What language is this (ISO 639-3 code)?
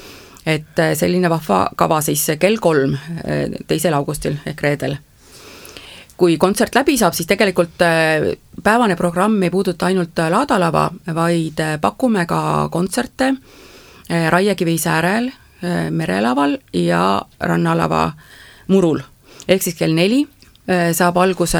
est